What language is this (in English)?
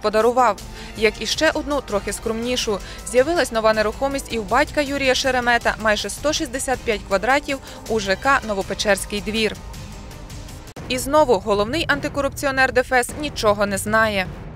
Ukrainian